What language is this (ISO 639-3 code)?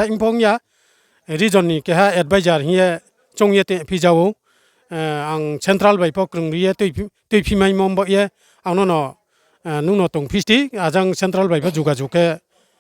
ria